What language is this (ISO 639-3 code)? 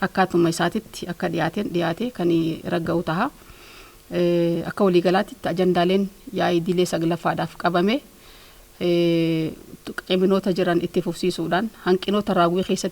orm